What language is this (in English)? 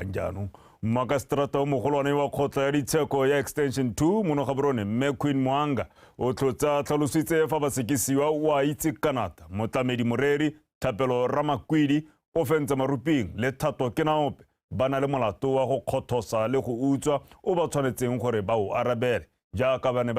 Tswana